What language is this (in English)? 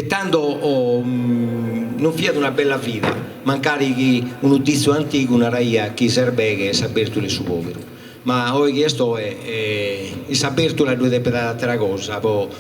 Sardinian